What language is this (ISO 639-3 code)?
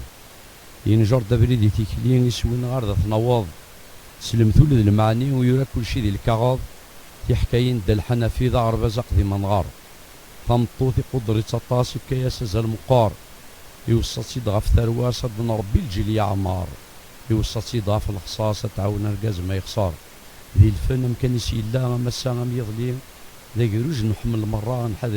kab